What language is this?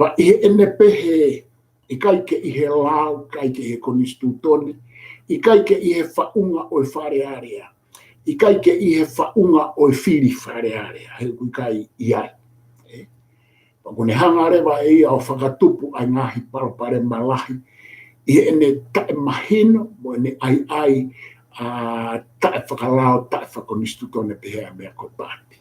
Tongan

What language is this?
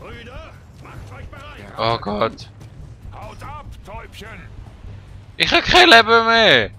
Swiss German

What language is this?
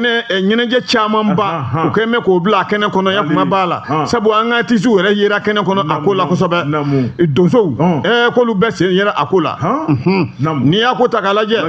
Bambara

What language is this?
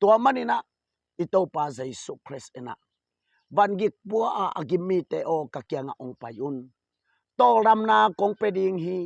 Tedim Chin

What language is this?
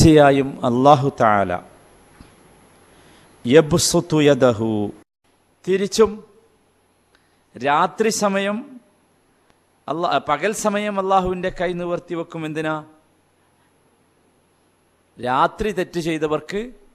Malayalam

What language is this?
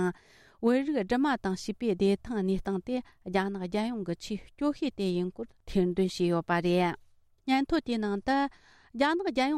Tibetan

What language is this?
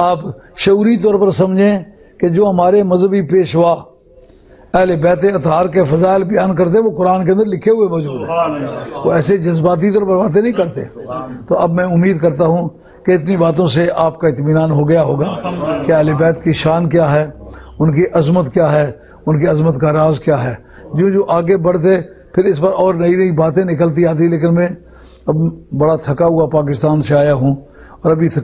Urdu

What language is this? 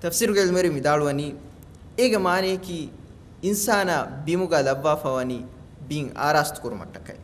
Divehi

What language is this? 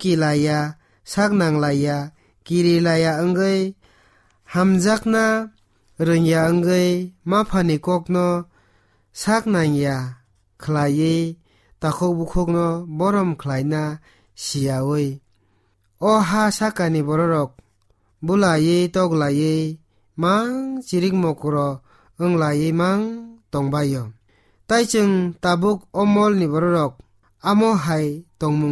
Kok Borok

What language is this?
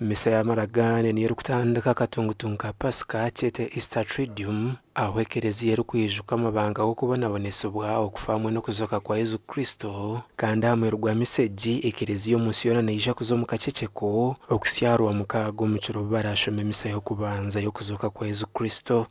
Nyankole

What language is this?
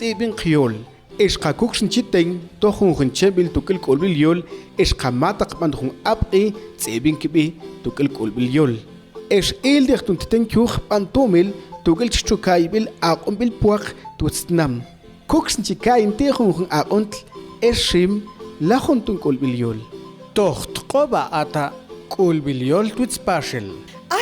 Mam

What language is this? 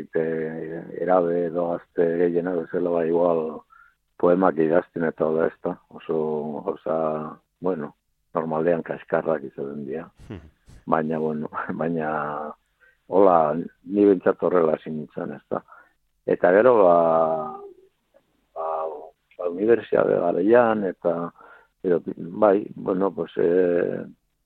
Basque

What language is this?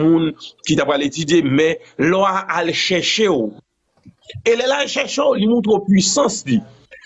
Haitian Creole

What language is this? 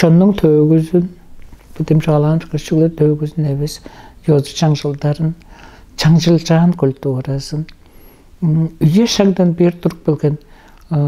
Tuvinian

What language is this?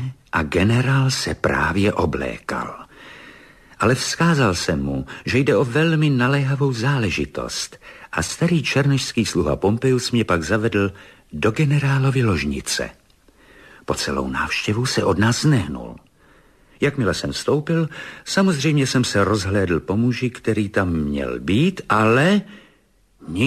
Czech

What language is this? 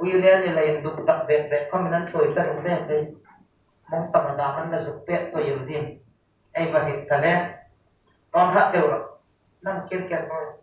Hmar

